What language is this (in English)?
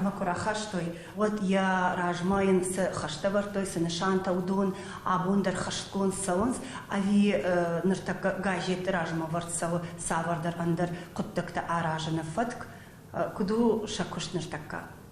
Ossetic